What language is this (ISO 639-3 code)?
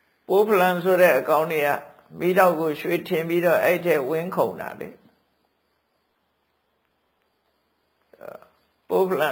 mya